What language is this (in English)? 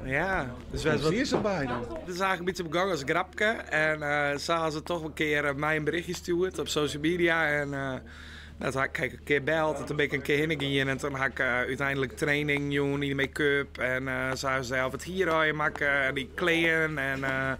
Western Frisian